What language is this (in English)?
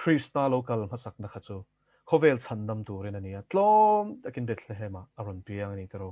Mizo